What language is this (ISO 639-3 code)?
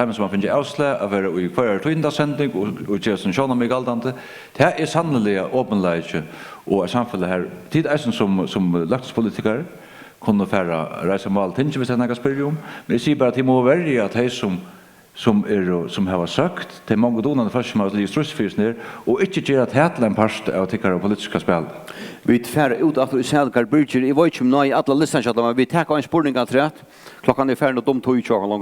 fao